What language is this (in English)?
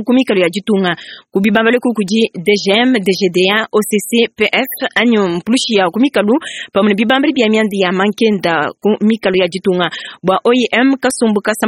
Luba-Lulua